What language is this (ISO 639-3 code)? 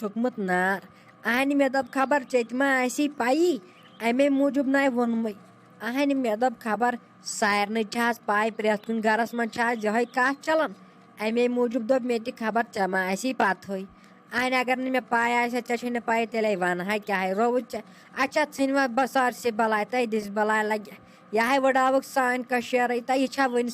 kas